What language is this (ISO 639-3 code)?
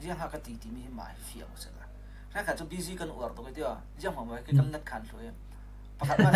cfm